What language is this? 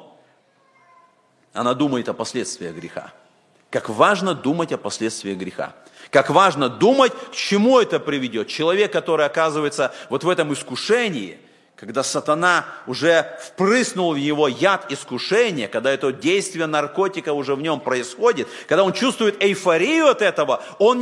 Russian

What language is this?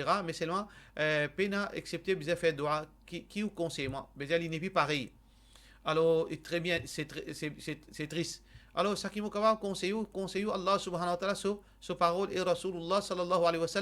Morisyen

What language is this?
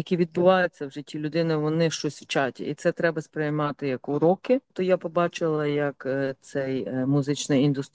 Ukrainian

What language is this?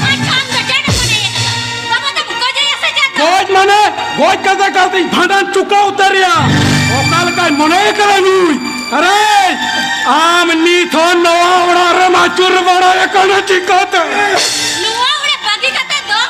Santali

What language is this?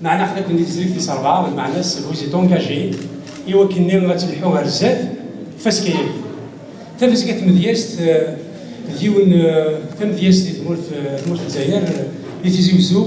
Kabyle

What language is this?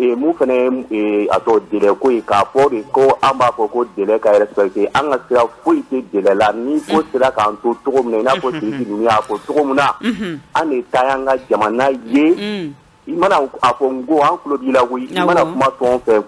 Bambara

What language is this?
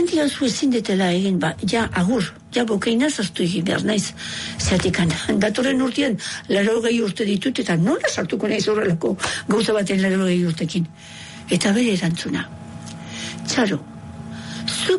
Basque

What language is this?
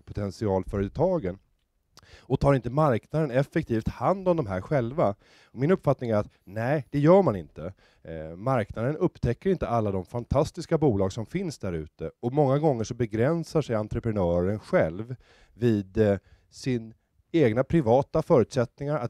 Swedish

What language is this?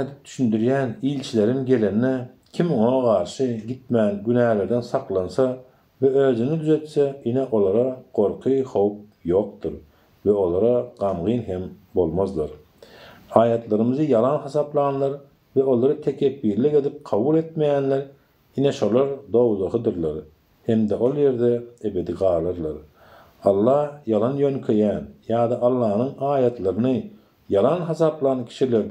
Turkmen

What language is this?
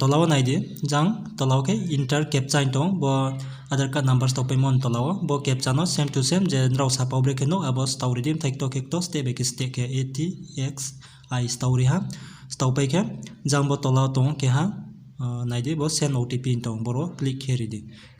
Riang (India)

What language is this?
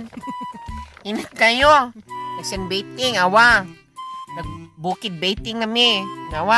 Cebuano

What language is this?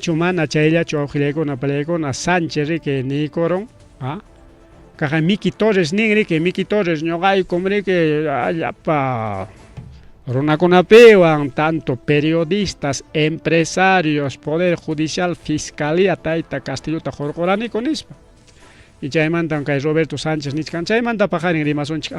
Ayacucho Quechua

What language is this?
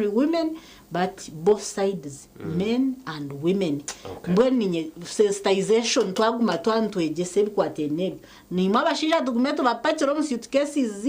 Nyankole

